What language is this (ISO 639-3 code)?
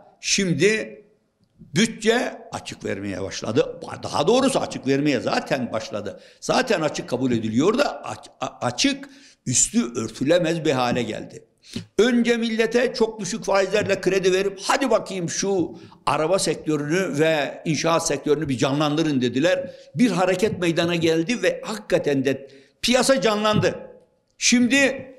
tur